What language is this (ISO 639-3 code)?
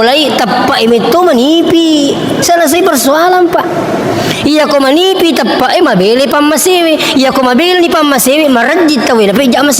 bug